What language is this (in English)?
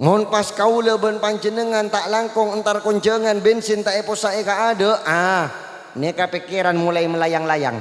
Madurese